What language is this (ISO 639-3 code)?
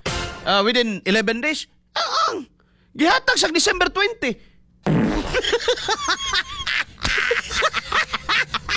ceb